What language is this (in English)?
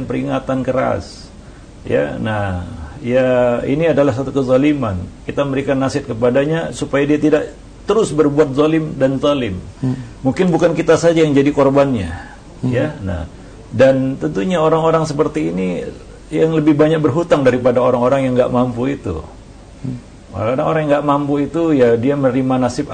Indonesian